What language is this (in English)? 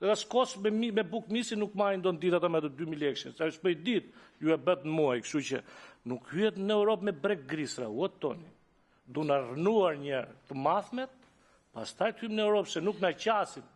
Albanian